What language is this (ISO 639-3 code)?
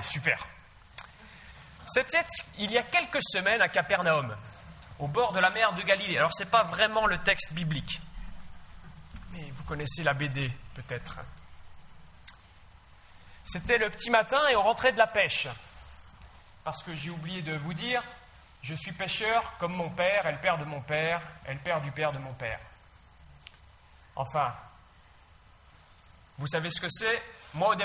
fra